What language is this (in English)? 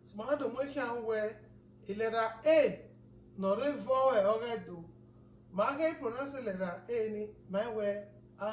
Bini